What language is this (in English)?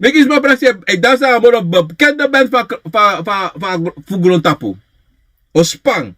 Sranan Tongo